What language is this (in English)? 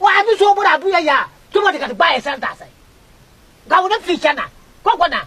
Konkomba